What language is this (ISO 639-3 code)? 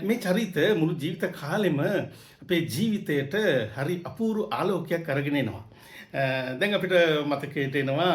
sin